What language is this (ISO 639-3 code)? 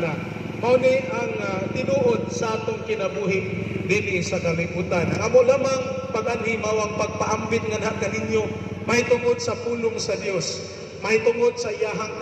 ceb